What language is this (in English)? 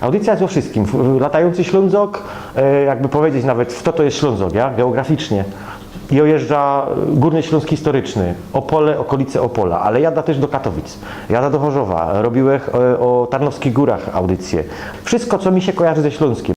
Silesian